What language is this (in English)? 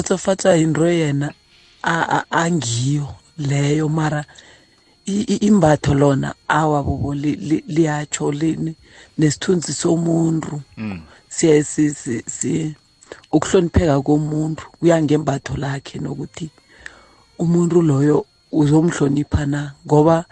South Ndebele